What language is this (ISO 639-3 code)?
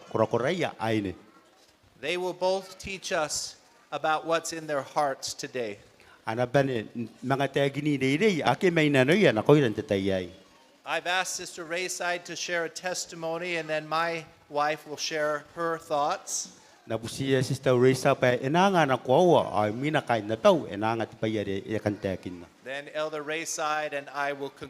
gil